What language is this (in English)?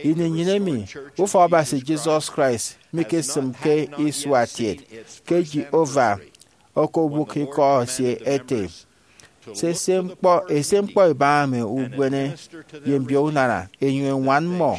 Efik